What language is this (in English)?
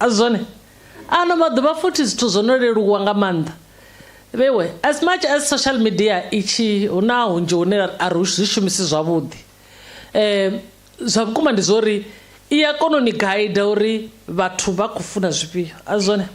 Venda